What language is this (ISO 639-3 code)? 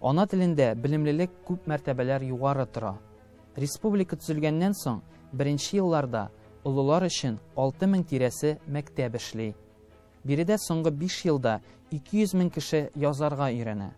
tat